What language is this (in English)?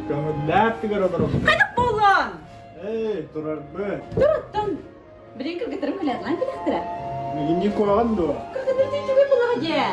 Yakut